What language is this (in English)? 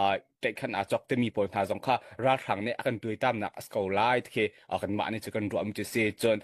Hakha Chin